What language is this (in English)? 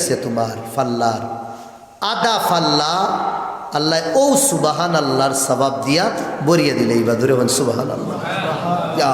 Sylheti